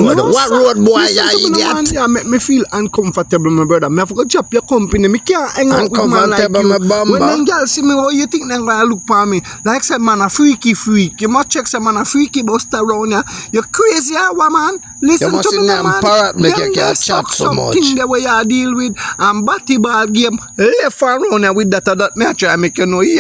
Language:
Jamaican Creole English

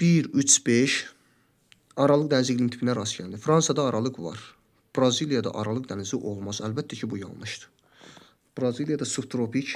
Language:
Azerbaijani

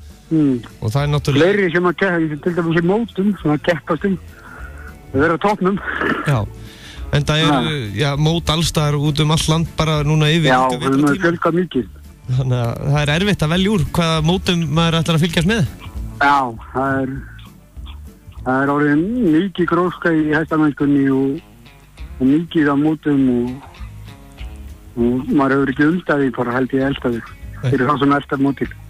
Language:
Icelandic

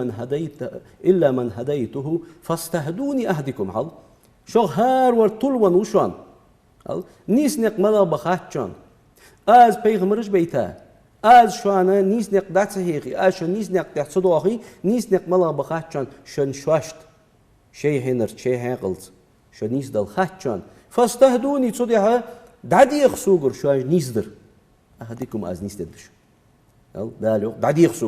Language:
Ingush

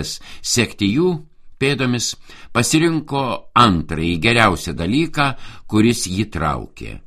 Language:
Lithuanian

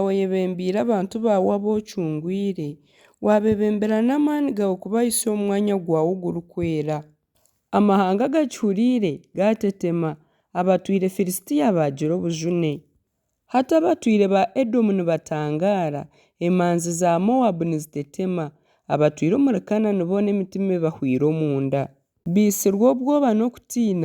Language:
Nyankole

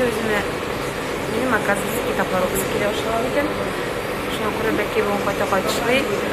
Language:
Tatar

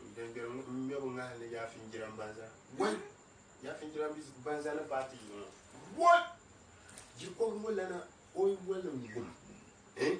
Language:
Dagbani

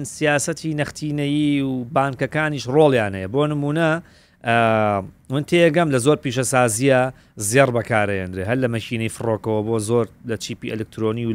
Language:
Central Kurdish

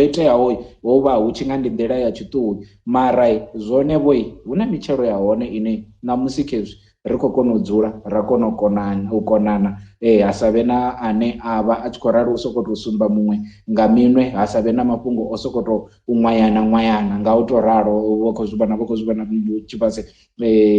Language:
Venda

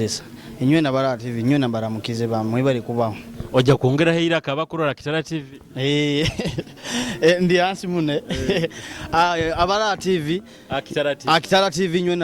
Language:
Nyoro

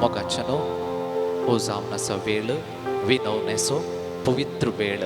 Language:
Konkani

